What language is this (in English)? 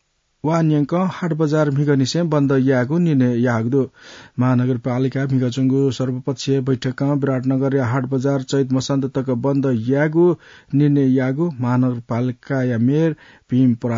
Newari